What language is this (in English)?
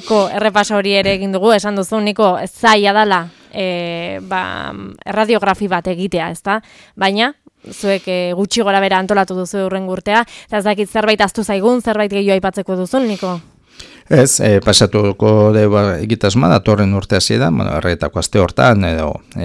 Basque